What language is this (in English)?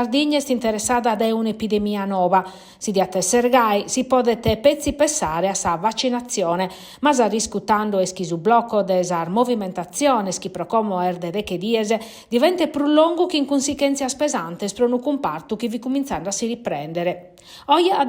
Sardinian